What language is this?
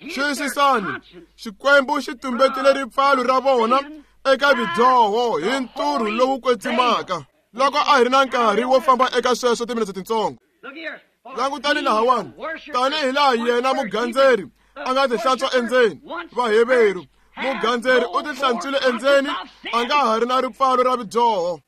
Tsonga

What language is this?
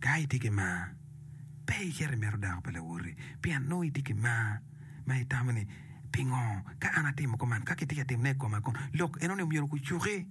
Acoli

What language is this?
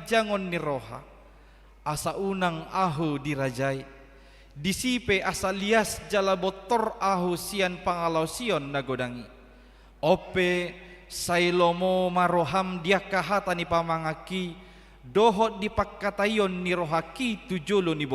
Batak Toba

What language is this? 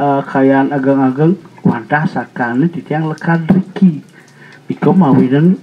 Balinese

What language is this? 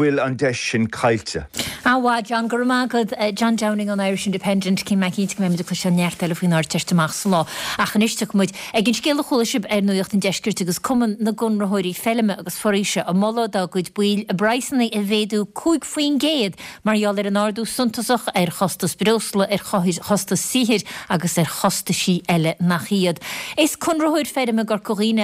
Irish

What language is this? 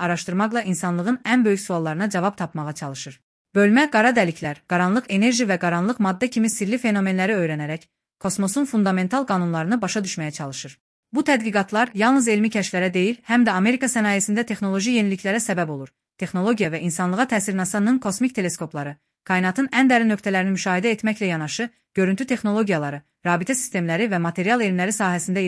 Azerbaijani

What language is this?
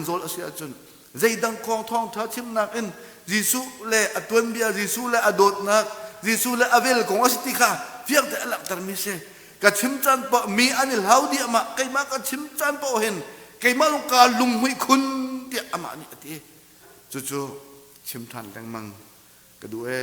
Hakha Chin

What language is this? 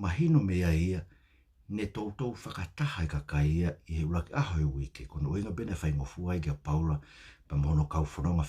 Tongan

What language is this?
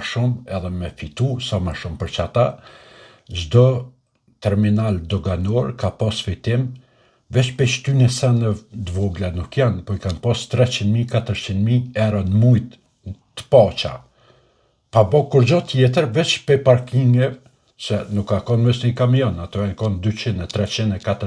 Albanian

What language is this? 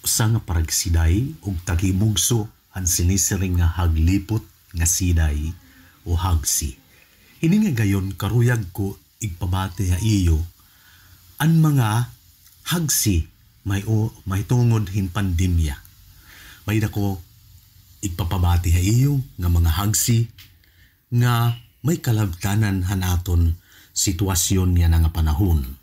Waray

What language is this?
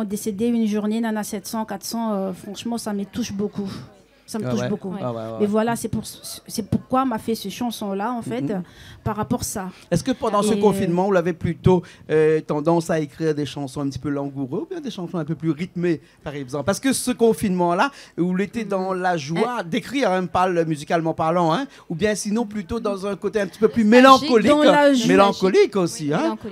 Réunion Creole French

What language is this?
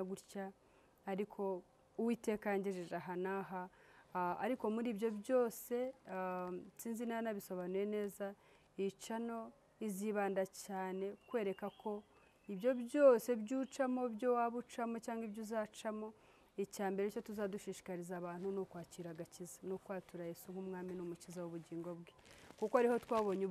Kinyarwanda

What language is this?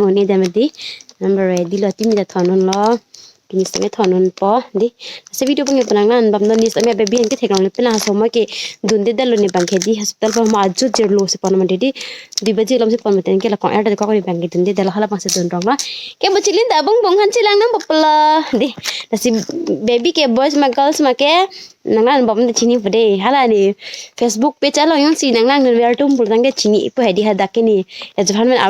Karbi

